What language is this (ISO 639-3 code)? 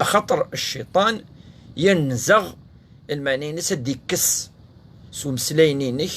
kab